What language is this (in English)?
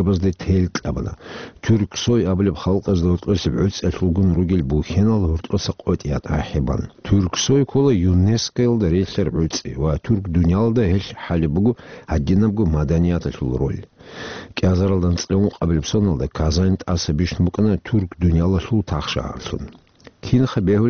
Avaric